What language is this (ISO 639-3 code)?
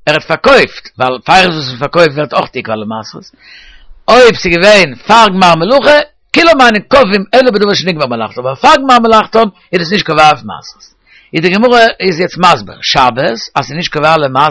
yid